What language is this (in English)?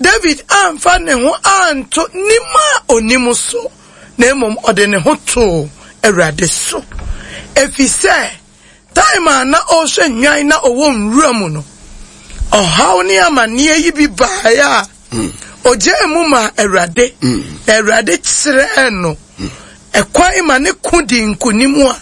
Akan